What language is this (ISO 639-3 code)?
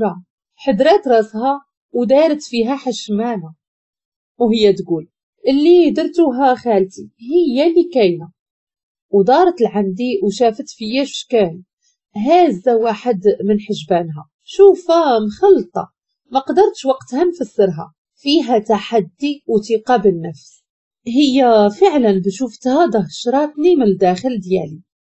ary